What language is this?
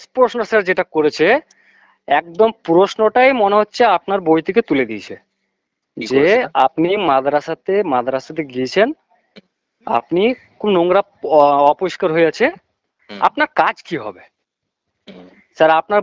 Bangla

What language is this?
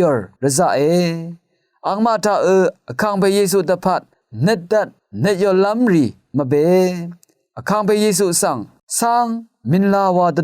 Rawang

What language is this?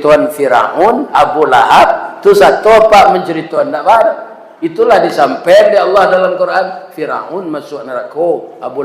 Minangkabau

